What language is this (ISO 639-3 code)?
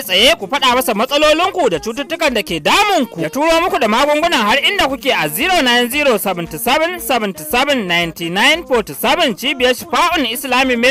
hau